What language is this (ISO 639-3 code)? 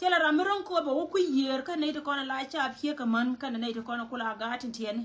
nus